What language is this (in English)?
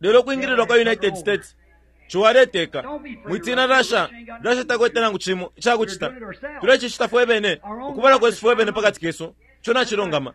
Bemba